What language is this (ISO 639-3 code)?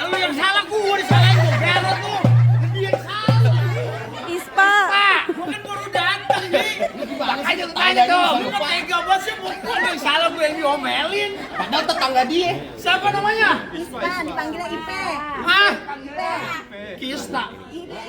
bew